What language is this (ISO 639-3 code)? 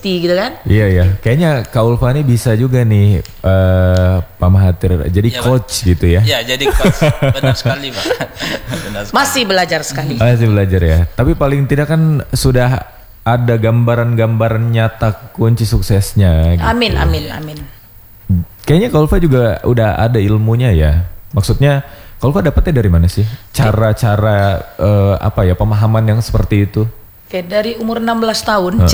ind